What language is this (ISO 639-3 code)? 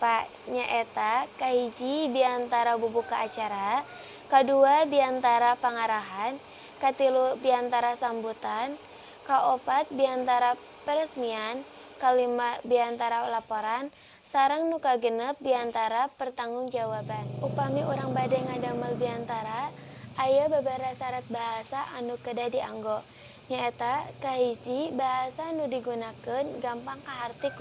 sun